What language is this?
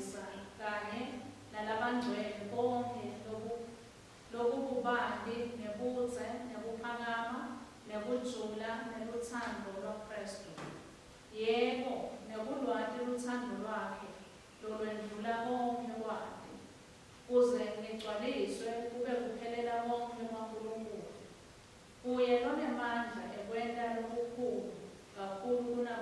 Swati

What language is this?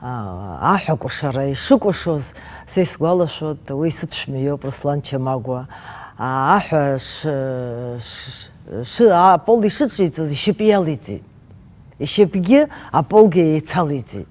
Abkhazian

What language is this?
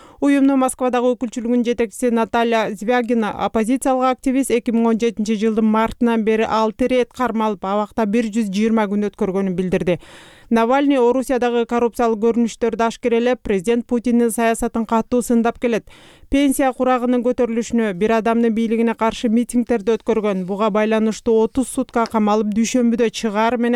Kyrgyz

